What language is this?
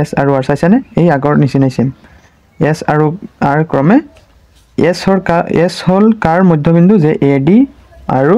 Assamese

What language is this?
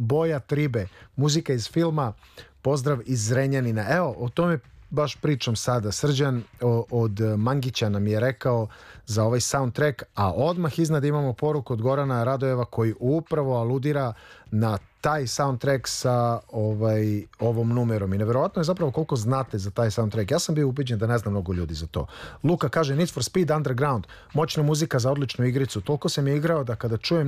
Serbian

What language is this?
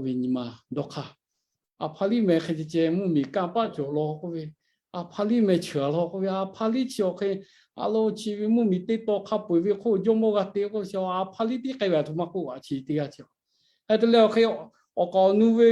Lahu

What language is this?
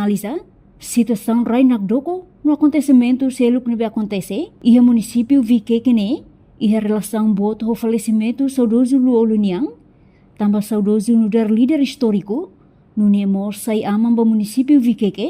Tetum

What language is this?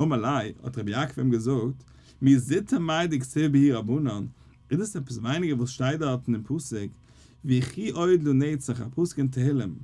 Yiddish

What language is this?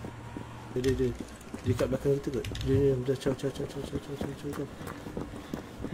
Malay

